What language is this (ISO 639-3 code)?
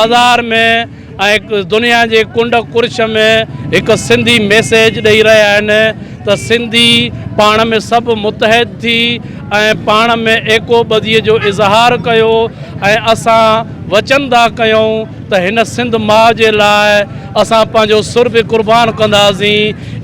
snd